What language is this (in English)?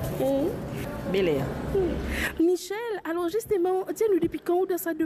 Morisyen